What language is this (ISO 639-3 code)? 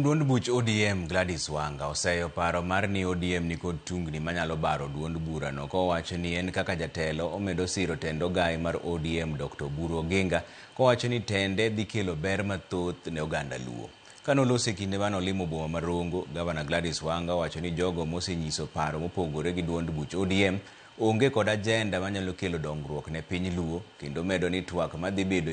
luo